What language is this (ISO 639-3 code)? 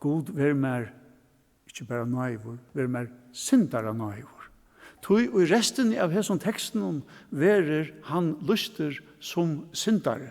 fao